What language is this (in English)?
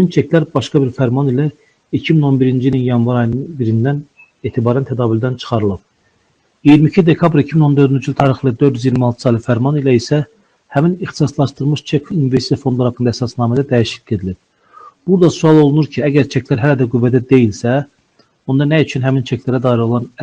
Azerbaijani